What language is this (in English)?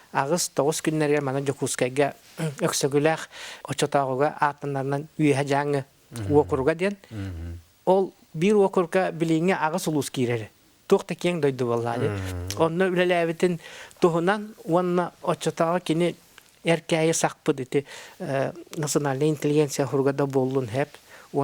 Yakut